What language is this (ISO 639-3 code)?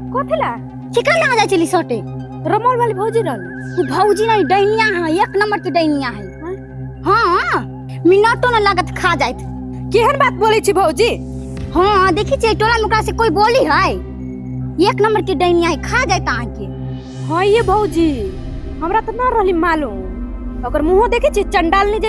mai